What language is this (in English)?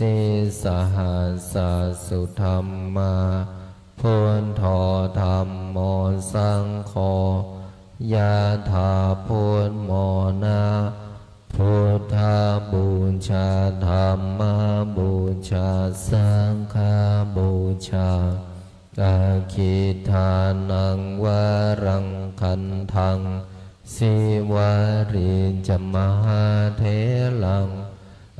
Pali